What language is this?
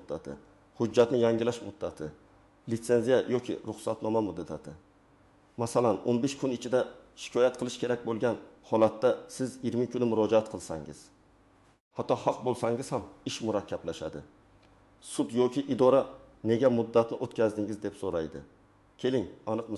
Uzbek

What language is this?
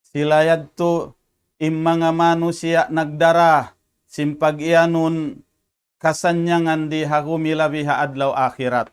Tausug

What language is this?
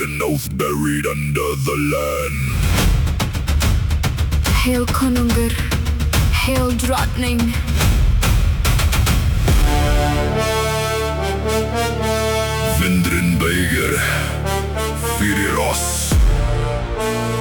Icelandic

